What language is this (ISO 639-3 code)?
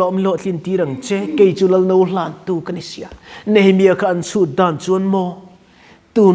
lus